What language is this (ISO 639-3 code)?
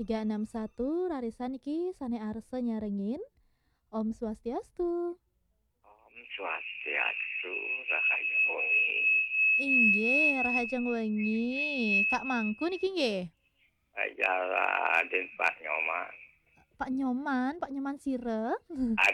ban